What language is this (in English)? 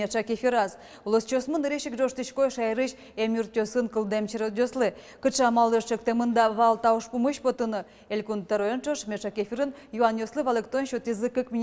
Udmurt